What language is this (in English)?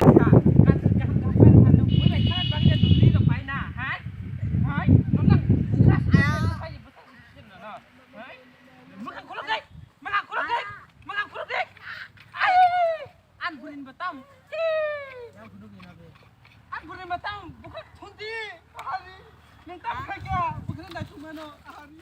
Kok Borok